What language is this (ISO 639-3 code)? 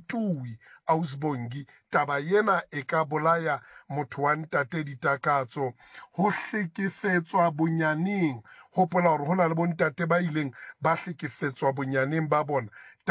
sot